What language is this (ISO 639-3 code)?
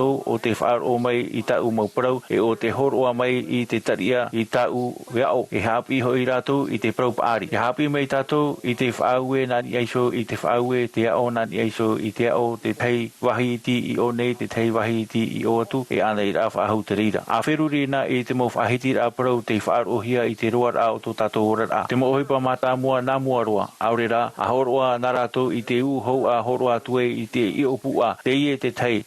tah